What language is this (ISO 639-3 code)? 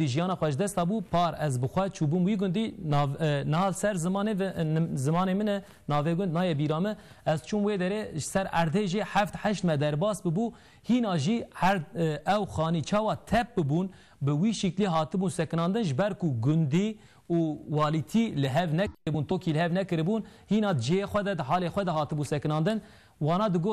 kur